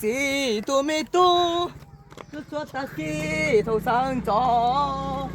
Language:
Hmong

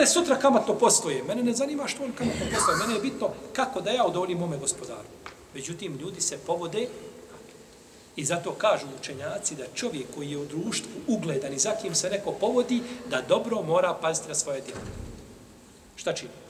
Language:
Bosnian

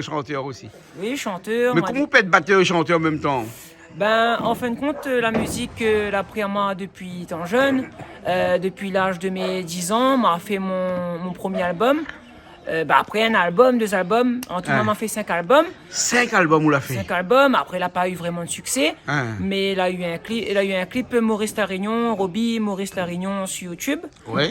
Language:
Réunion Creole French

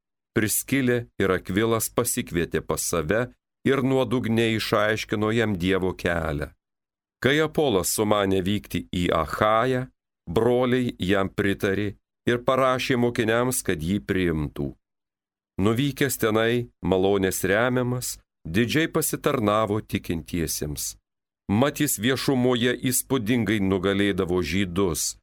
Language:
Lithuanian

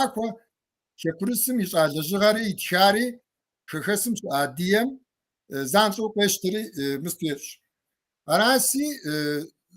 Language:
Kabardian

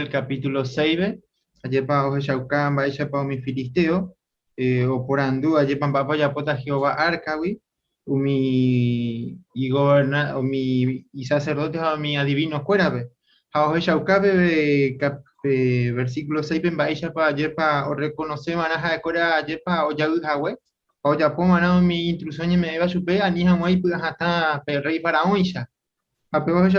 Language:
Guarani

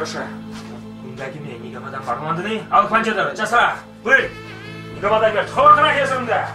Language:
Chuvash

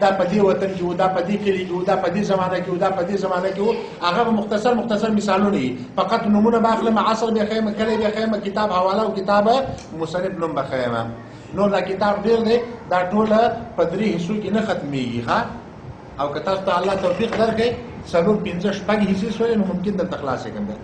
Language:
Pashto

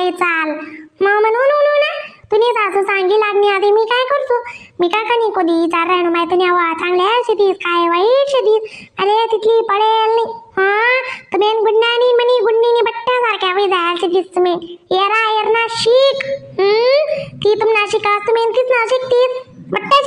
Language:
Khandesi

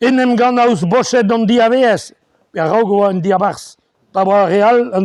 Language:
Breton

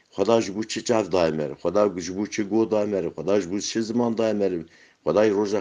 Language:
Kurdish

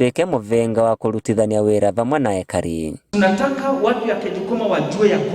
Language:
Kikuyu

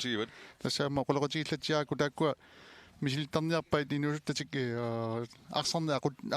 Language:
Kalaallisut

